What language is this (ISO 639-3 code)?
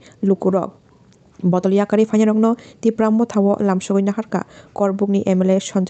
trp